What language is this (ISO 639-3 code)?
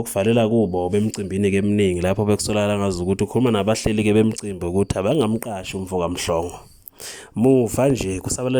zul